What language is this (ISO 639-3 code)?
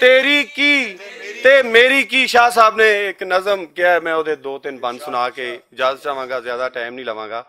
lah